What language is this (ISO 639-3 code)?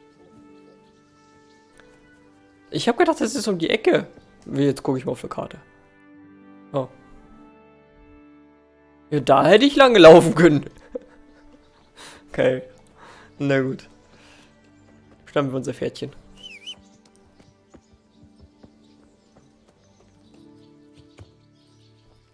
deu